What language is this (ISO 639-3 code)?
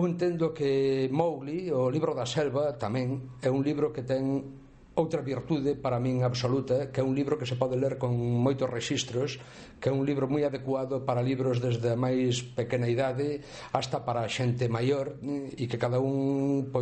glg